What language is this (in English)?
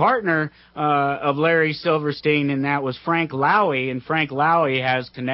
English